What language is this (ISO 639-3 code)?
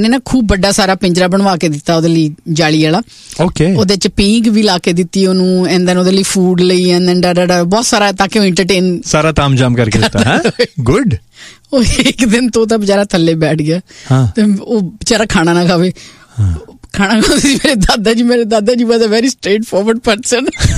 pan